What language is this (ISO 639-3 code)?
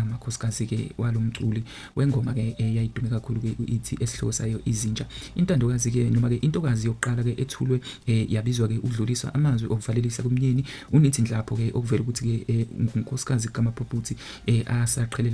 zul